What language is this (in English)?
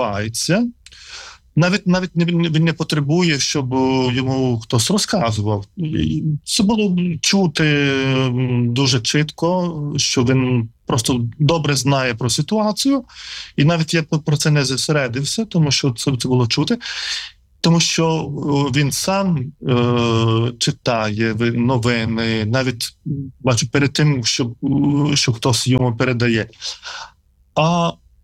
Ukrainian